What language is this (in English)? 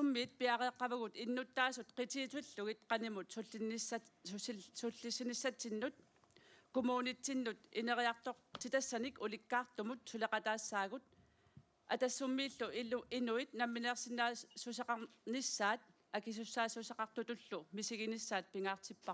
Kalaallisut